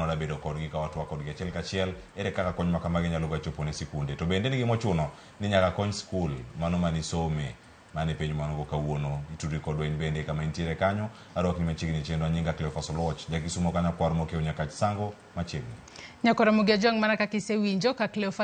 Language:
Luo (Kenya and Tanzania)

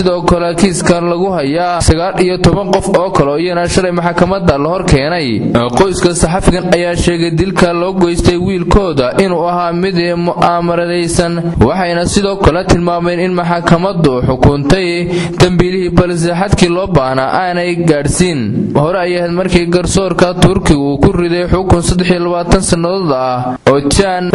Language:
Somali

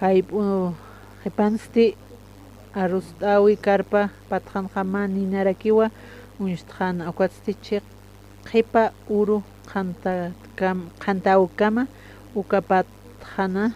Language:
Aymara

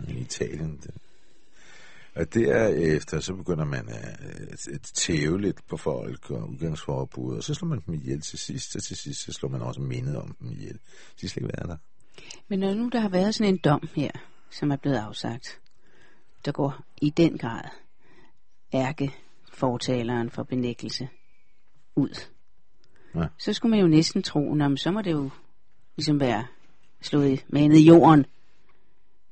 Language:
Danish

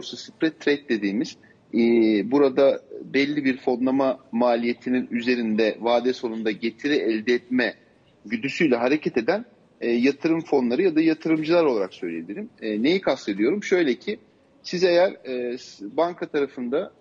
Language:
Turkish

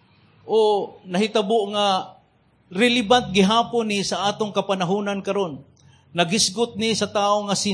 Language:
Cebuano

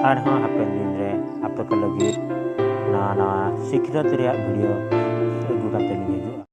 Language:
Santali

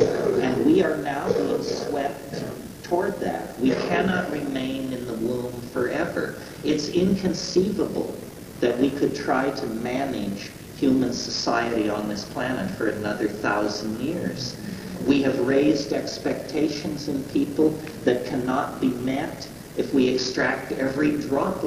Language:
English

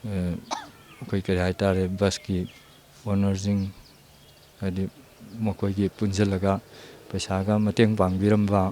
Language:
Manipuri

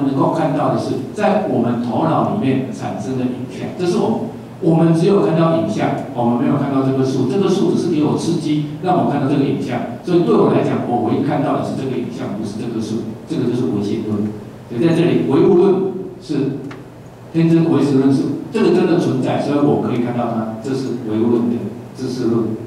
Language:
Chinese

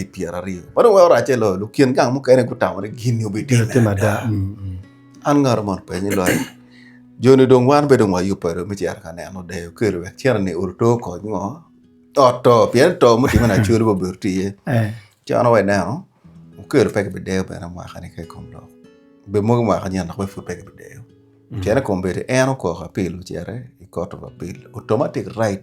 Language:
Acoli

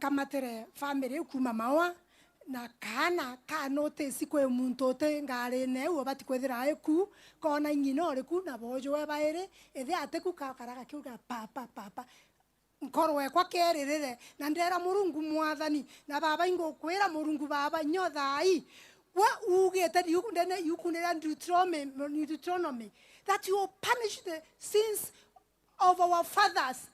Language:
Meru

